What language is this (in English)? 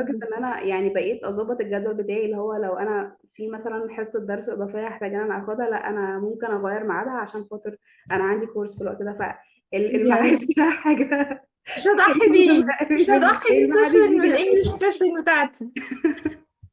Egyptian Arabic